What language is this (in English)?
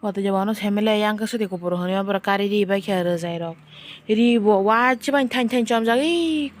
Kok Borok